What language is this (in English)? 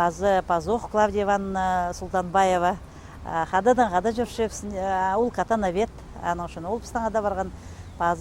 Khakas